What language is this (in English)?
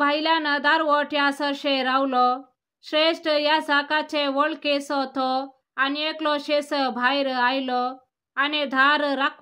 Konkani